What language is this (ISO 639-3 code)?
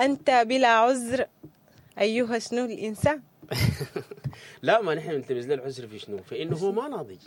apd